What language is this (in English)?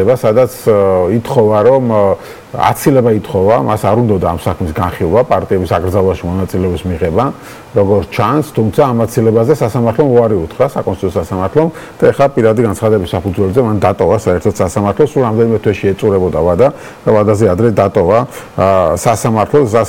Georgian